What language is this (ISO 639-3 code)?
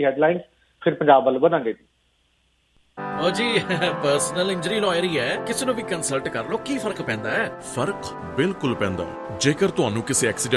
pan